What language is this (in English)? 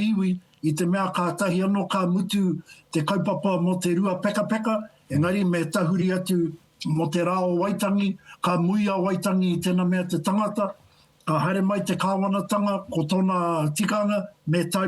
Māori